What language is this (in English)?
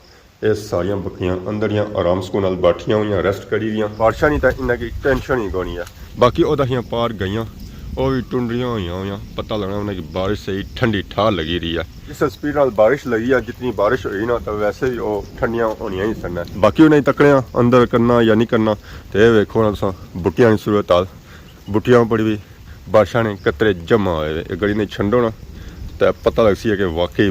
Pahari-Potwari